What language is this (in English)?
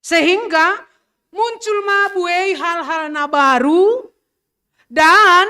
Batak Simalungun